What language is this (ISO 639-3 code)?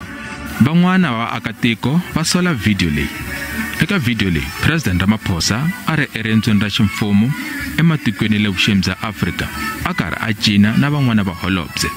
tso